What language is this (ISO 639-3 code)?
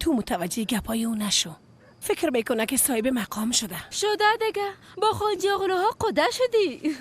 fas